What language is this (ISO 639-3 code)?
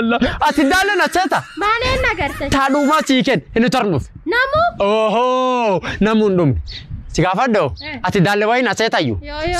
orm